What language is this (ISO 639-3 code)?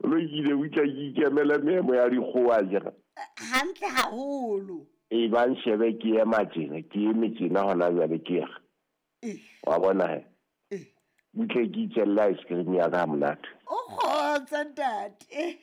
sot